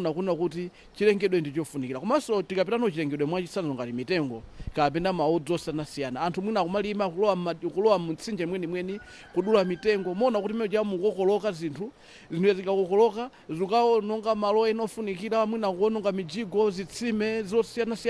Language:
Nyanja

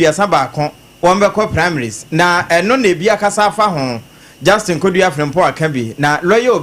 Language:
Akan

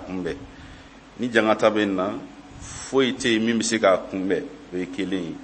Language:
Bambara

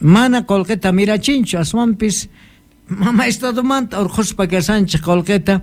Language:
South Bolivian Quechua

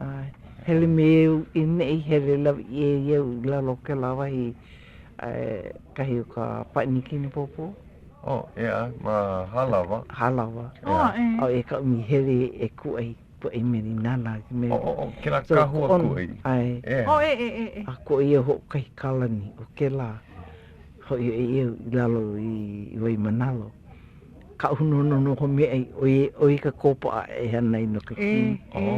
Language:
Hawaiian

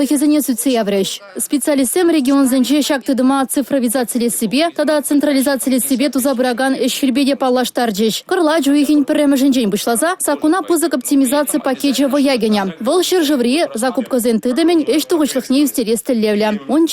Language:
Chuvash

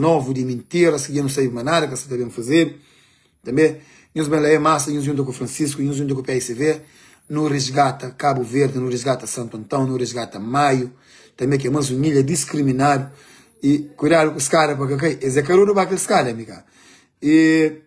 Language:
Kabuverdianu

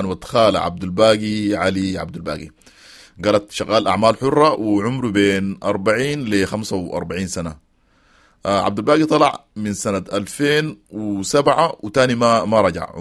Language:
Sudanese Arabic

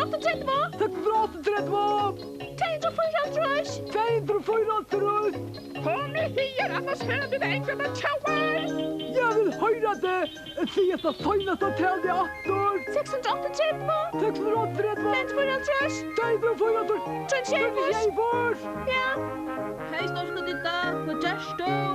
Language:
Faroese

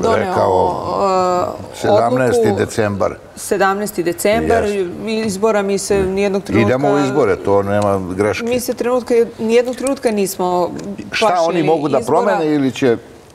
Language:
Serbian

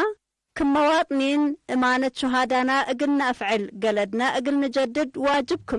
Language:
Tigre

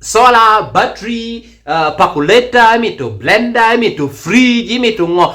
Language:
Lango (Uganda)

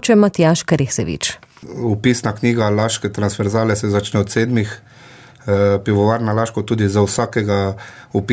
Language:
Slovenian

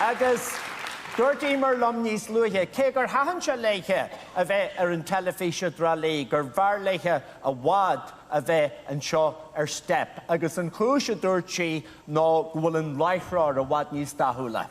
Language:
Irish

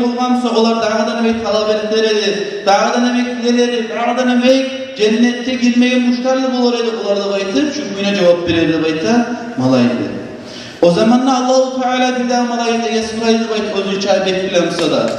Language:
Kumyk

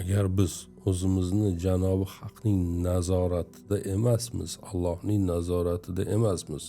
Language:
Uzbek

